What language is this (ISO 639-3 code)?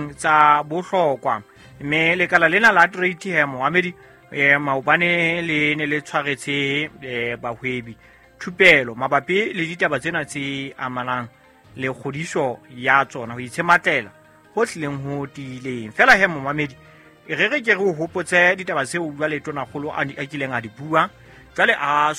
sot